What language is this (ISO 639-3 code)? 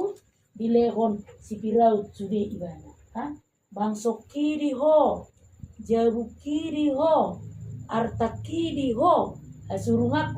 bbc